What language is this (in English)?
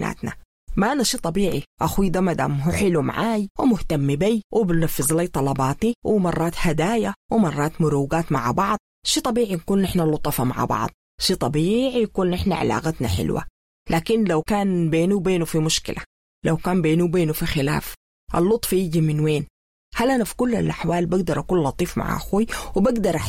Sudanese Arabic